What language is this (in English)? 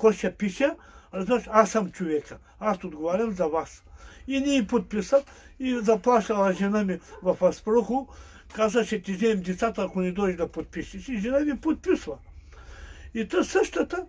Bulgarian